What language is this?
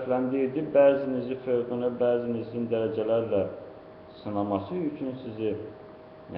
Azerbaijani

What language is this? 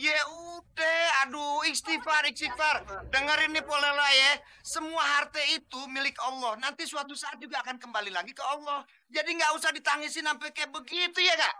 Betawi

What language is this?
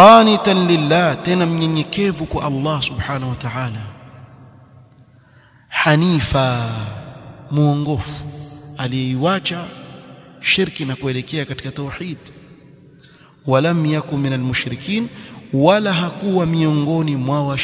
Swahili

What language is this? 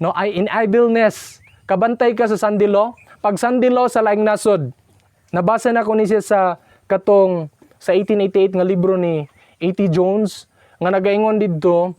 Cebuano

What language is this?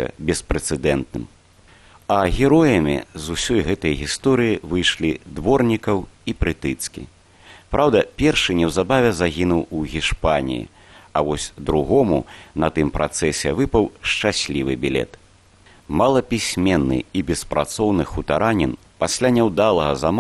Belarusian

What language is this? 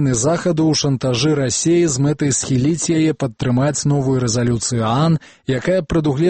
Belarusian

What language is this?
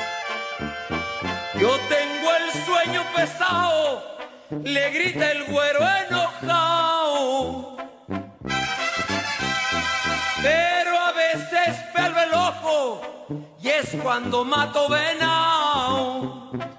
Spanish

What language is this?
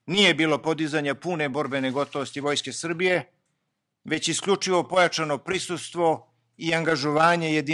Serbian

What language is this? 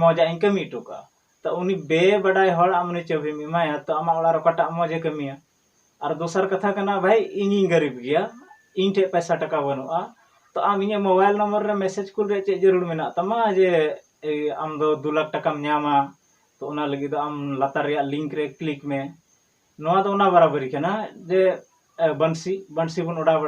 Santali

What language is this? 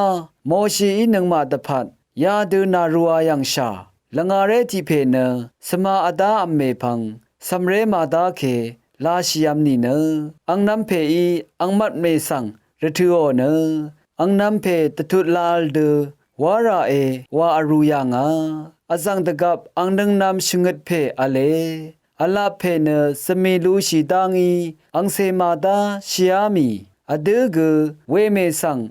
Rawang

